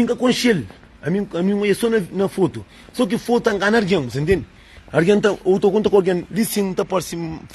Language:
Kabuverdianu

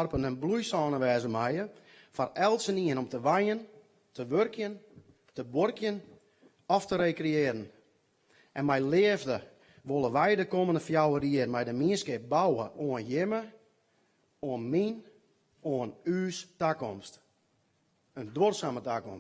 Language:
Western Frisian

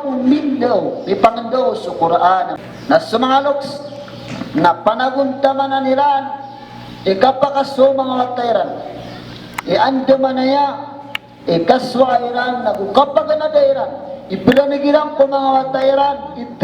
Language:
Maranao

